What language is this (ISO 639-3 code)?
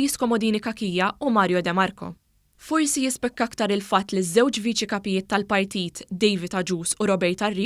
mlt